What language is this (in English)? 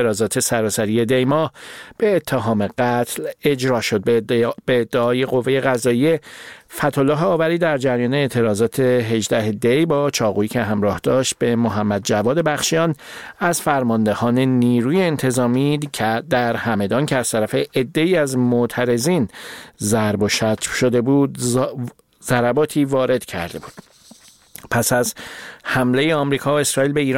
Persian